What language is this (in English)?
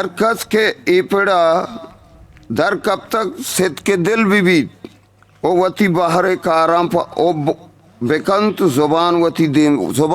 Eastern Balochi